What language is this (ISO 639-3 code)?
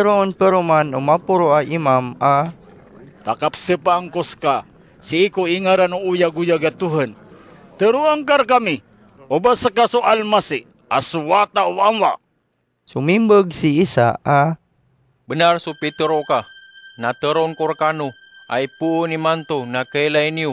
mrw